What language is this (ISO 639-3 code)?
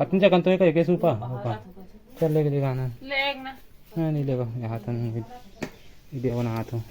hne